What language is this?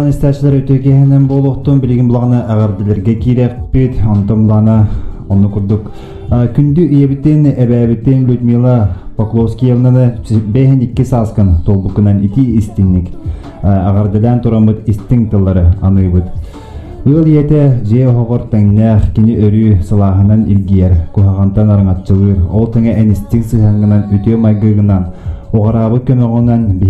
Yakut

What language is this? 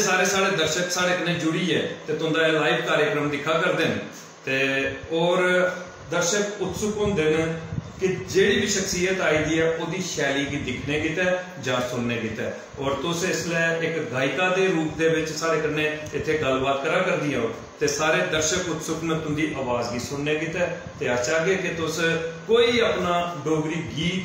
Dogri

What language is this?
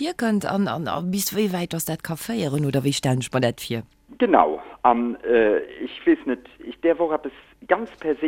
Luxembourgish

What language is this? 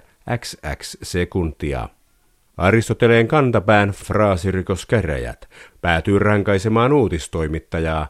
Finnish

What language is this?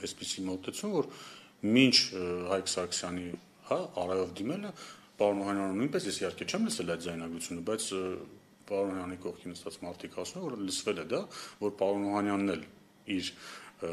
Armenian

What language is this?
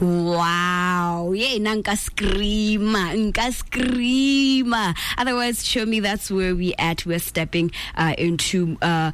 Tswana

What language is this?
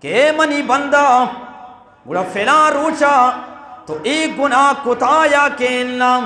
Eastern Balochi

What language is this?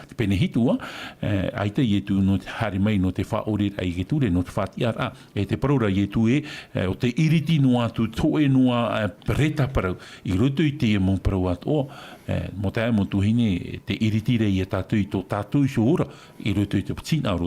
Tahitian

